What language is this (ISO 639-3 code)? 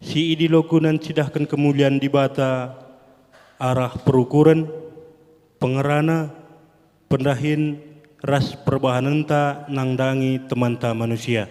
btx